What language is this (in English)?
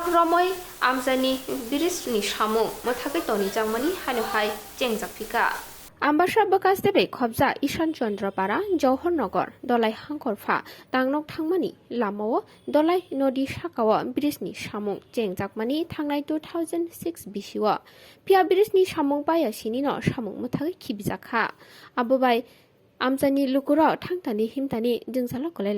Kok Borok